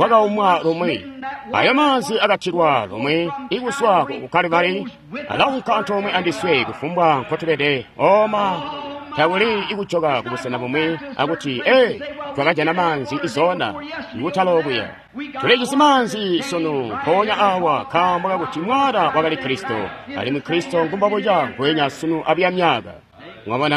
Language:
Tonga (Zambia)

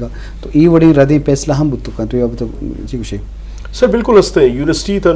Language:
Eastern Balochi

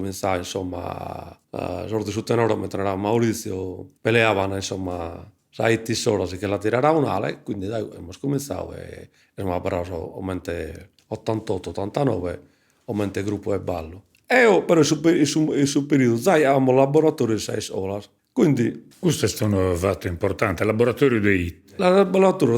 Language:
Sardinian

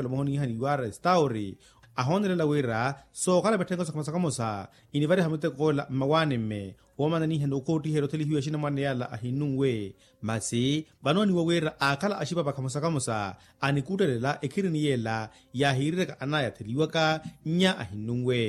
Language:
Makhuwa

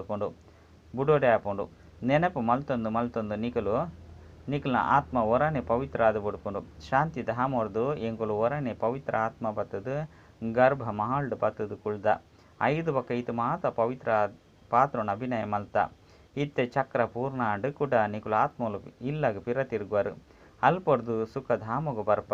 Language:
Tulu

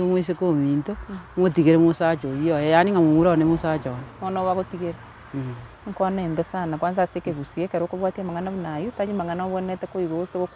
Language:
Gusii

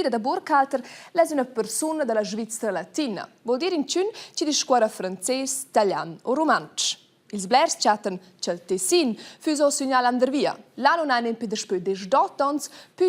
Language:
Romansh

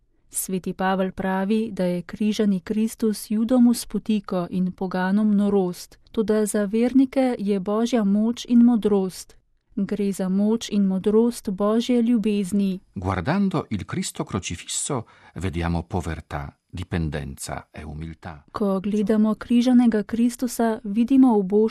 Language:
Slovenian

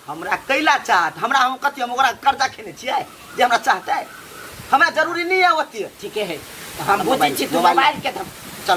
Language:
Maithili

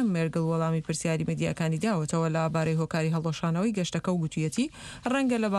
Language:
Central Kurdish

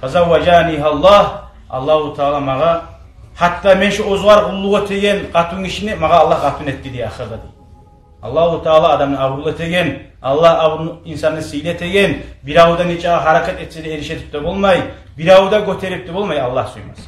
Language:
Kumyk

